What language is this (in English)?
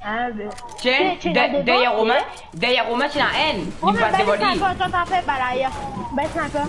Morisyen